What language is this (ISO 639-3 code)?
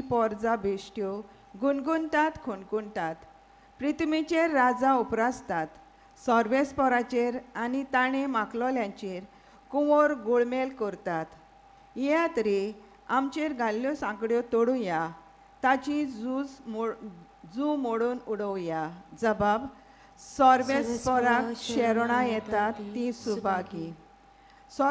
kok